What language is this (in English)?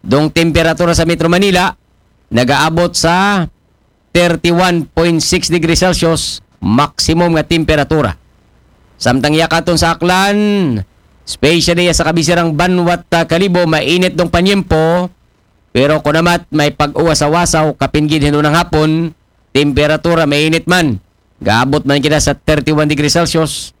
Aklanon